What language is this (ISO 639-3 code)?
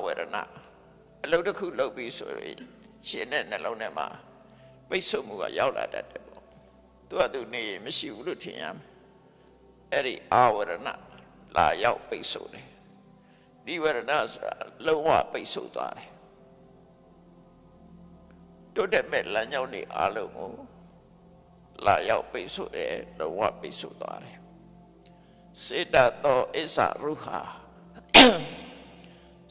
mya